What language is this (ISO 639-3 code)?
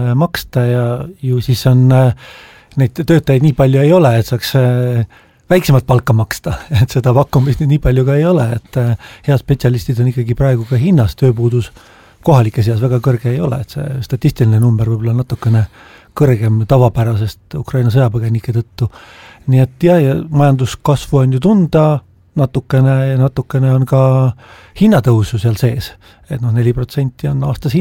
est